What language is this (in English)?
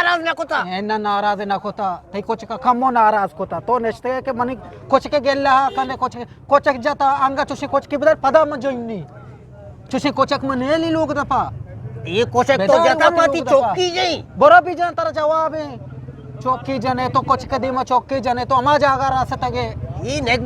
Eastern Balochi